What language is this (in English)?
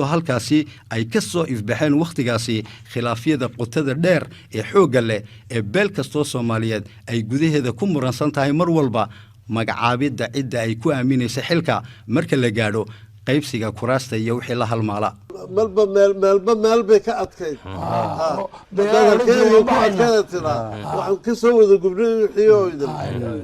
Somali